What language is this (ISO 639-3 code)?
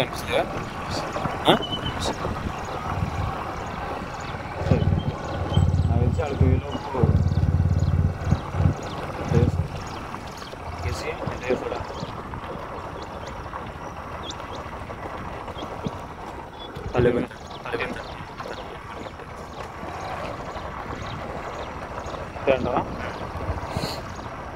tel